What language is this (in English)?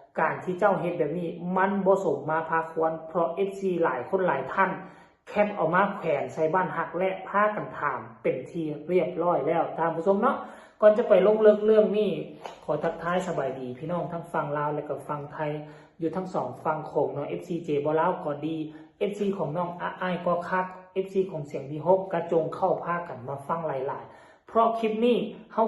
Northeastern Thai